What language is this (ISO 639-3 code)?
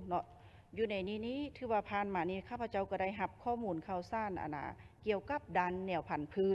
lao